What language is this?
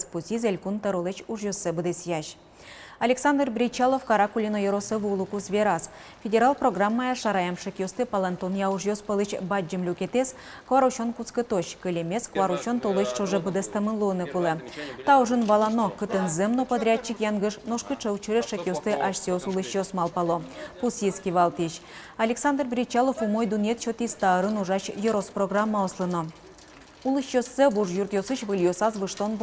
Udmurt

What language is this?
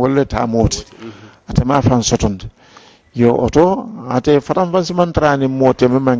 Mandingo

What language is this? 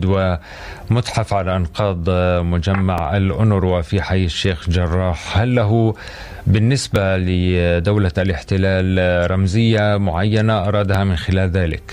Arabic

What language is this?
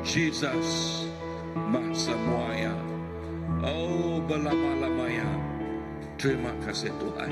Iban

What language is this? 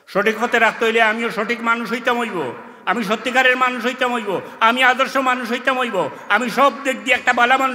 Sylheti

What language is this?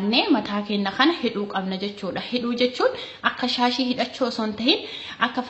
Oromo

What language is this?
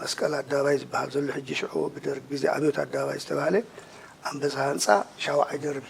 Tigrinya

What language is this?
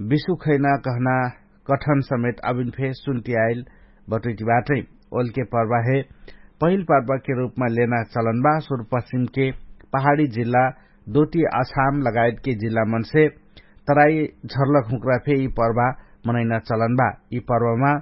Dangaura Tharu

